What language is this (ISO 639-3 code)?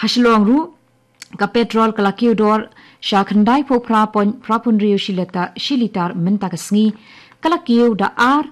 kha